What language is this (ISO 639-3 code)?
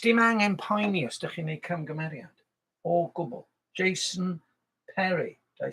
cym